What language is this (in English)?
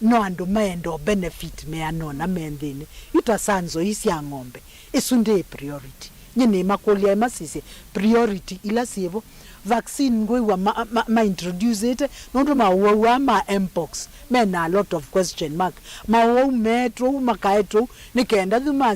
Kamba